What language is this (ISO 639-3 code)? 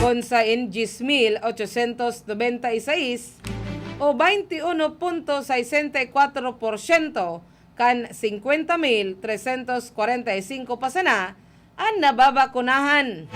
bik